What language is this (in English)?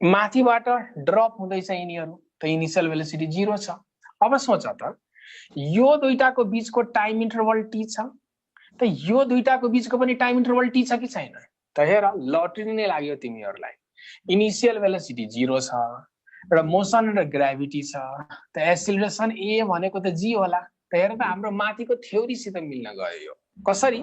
Nepali